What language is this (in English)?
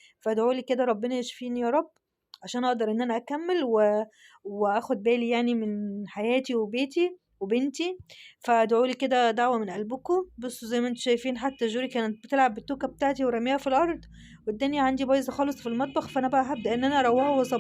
Egyptian Arabic